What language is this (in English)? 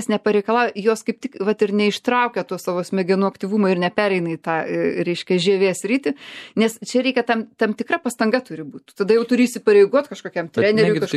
Lithuanian